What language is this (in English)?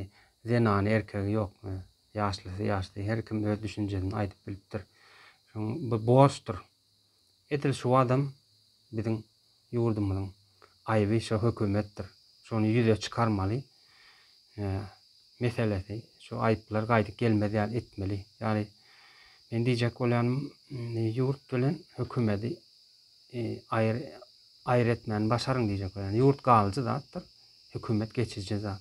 Turkmen